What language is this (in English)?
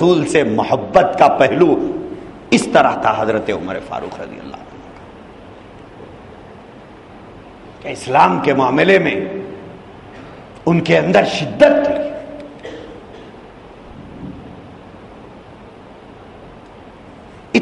Urdu